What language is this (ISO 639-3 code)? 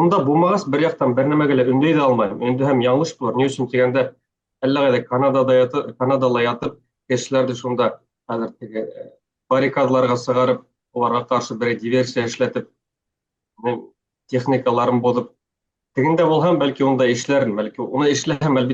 bak